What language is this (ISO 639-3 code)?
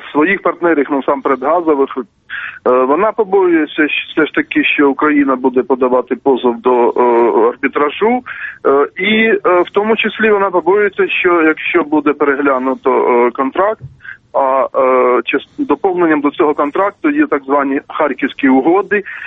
ukr